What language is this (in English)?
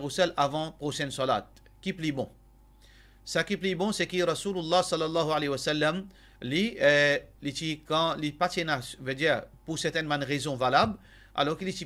Morisyen